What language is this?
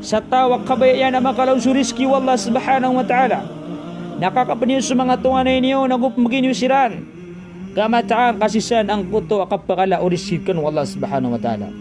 Maranao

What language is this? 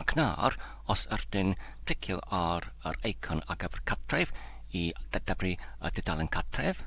Welsh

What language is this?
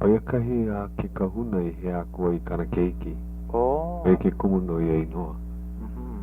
Hawaiian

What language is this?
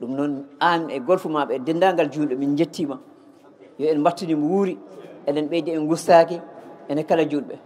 Fula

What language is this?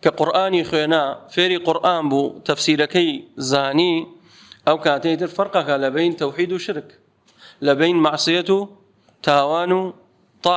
Central Kurdish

